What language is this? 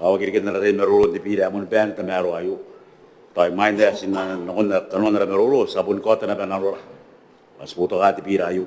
Gilbertese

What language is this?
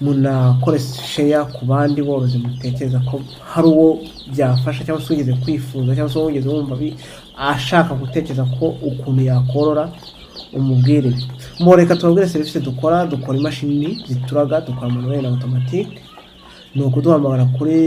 Kinyarwanda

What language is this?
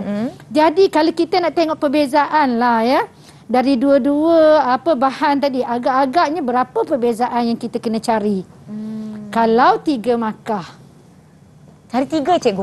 Malay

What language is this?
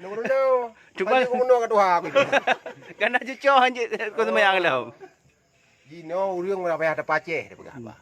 Achinese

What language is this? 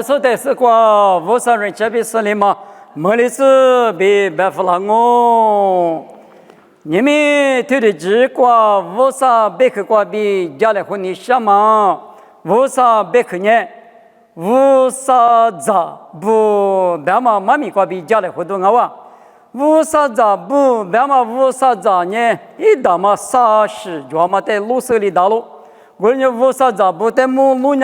Lisu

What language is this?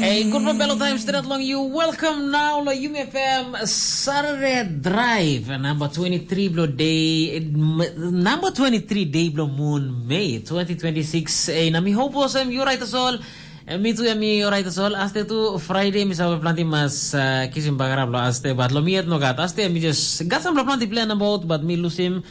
Tok Pisin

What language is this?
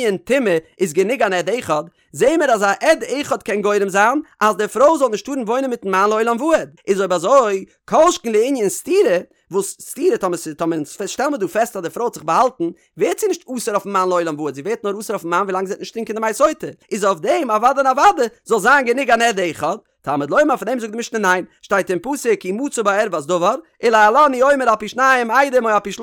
Yiddish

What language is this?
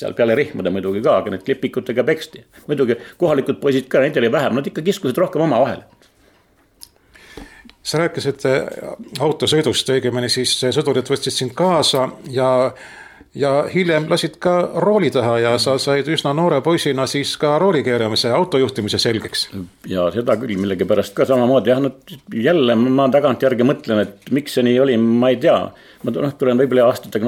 Estonian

